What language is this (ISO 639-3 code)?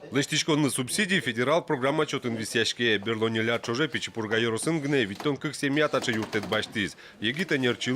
udm